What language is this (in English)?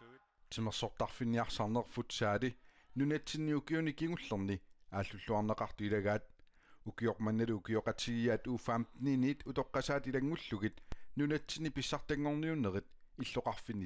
Kalaallisut